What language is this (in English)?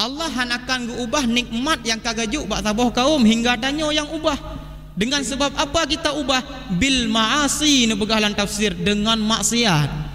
Achinese